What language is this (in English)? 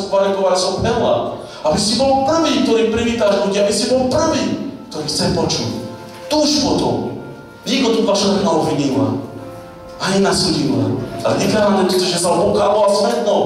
Slovak